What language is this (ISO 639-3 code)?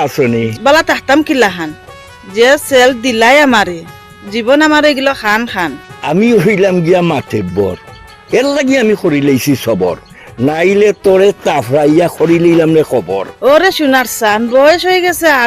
syl